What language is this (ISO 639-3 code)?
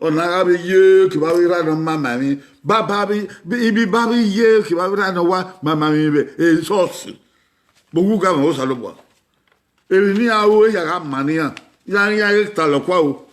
bin